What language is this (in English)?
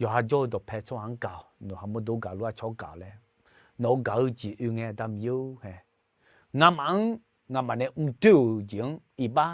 Akha